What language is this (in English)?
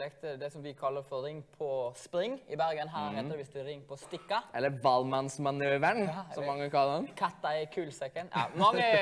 Norwegian